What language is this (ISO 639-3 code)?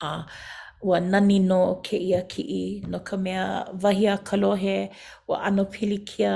haw